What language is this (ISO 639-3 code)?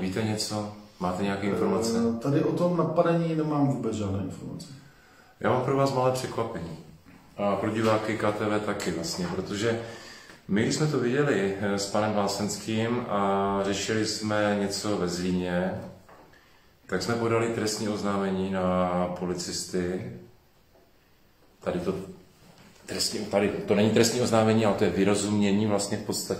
ces